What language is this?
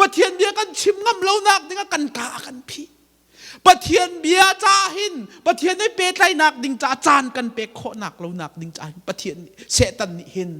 Hakha Chin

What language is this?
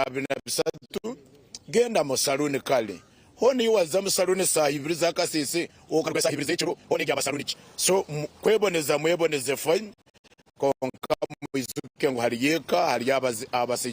Nyankole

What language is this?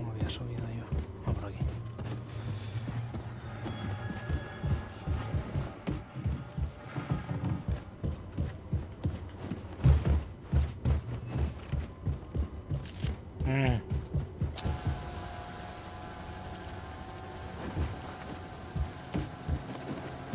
Spanish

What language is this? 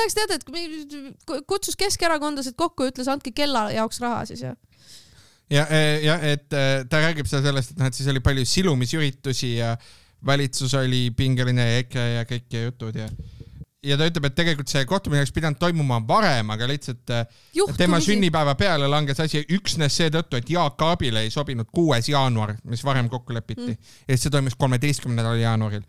Estonian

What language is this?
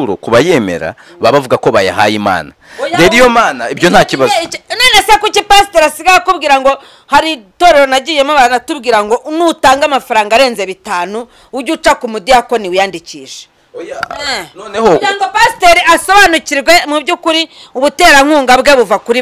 Kinyarwanda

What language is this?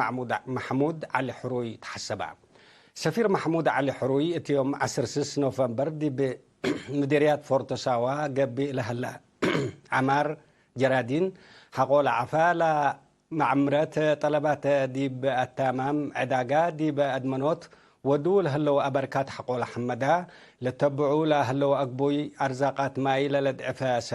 Tigre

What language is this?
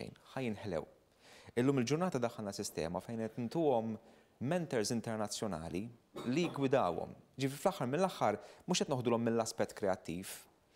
Maltese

